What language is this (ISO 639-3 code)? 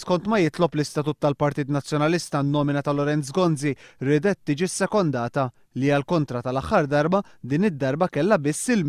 mlt